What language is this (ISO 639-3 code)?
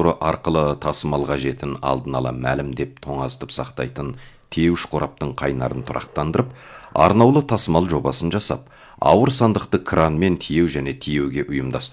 kaz